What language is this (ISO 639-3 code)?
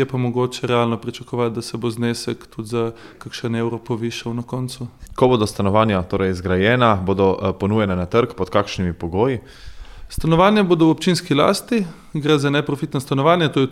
slv